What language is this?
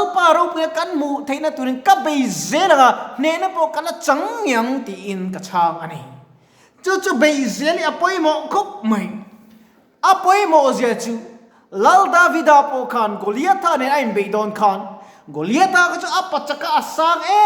Mizo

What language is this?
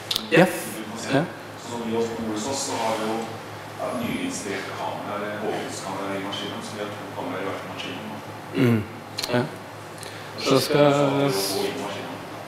Norwegian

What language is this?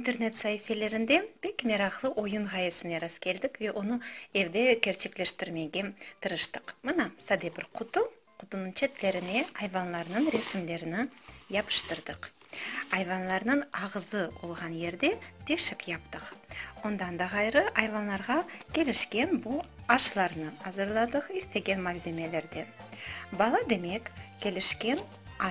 Crimean Tatar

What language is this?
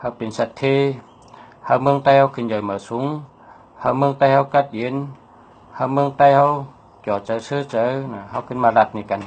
Shan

